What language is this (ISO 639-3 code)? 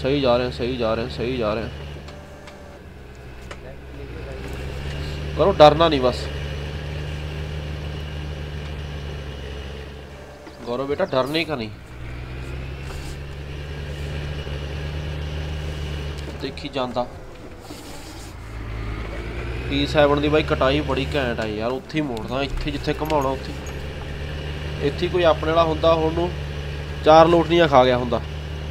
pan